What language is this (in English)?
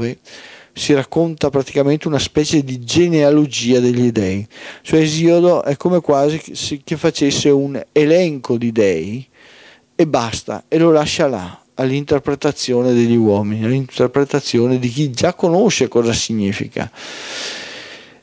Italian